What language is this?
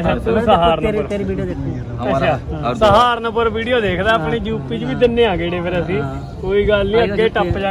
Punjabi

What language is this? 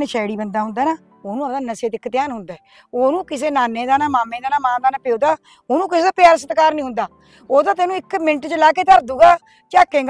Punjabi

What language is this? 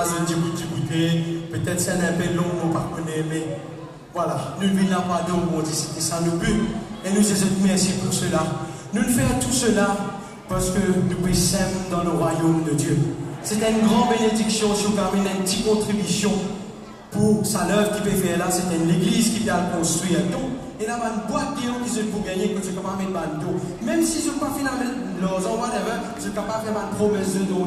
Morisyen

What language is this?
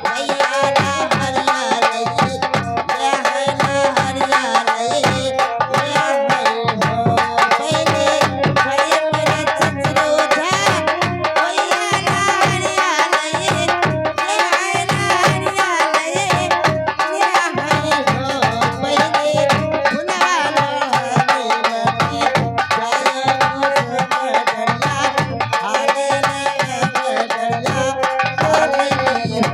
Bhojpuri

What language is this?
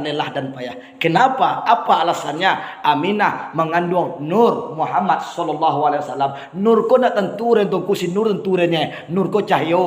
Minangkabau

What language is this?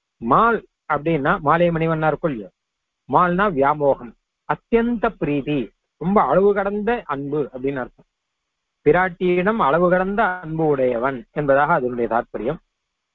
Tamil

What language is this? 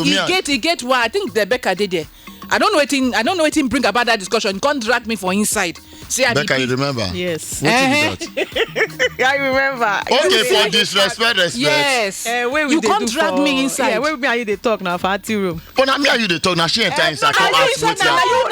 Nigerian Pidgin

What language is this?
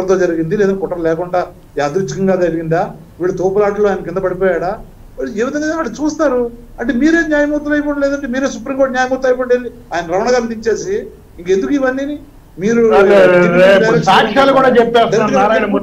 Telugu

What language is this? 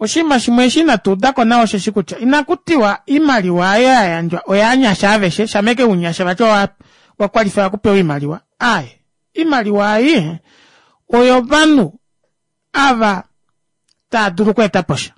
Kuanyama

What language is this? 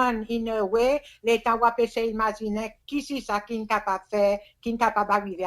Seselwa Creole French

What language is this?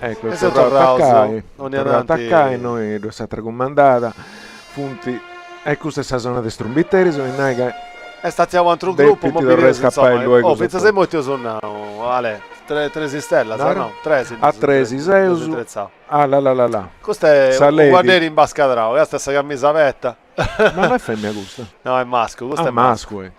Sardinian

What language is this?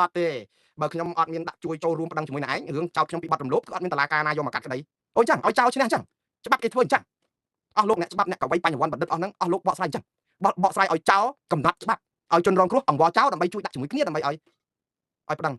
Khmer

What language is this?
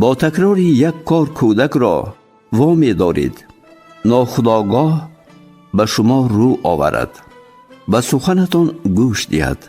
Tajik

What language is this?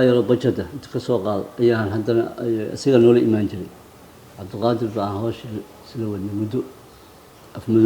Somali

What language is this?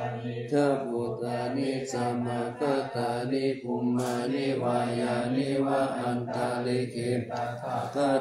Pali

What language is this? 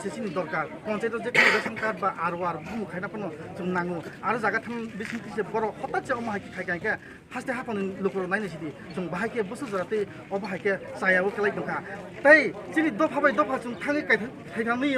Kok Borok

